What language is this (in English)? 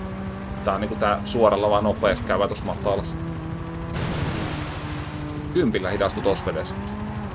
Finnish